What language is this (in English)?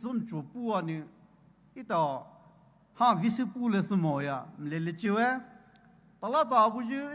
Poumei Naga